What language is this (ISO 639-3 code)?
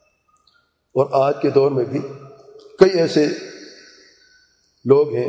urd